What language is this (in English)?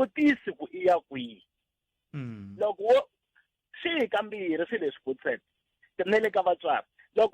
Tsonga